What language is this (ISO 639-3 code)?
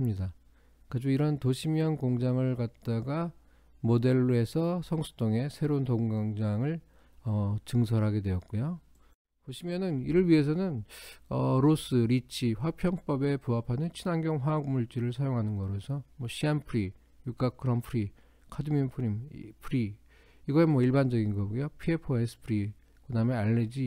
kor